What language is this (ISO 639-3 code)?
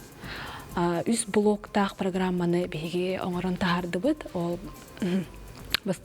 sah